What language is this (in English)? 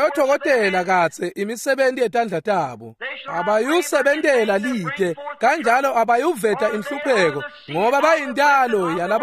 Swati